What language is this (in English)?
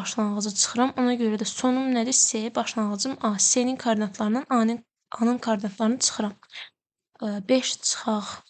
Azerbaijani